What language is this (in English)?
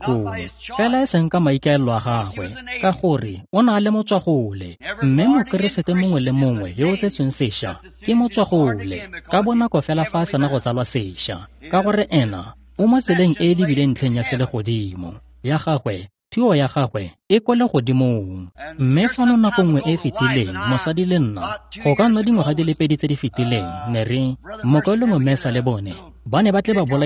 Tswana